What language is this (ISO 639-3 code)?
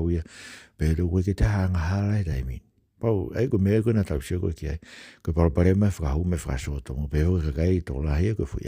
ton